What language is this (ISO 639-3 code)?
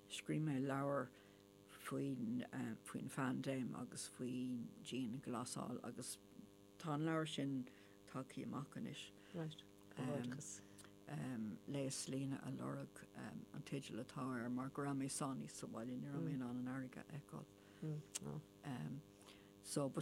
gle